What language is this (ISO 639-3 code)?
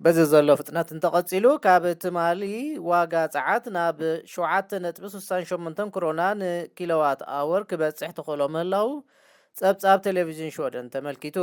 tir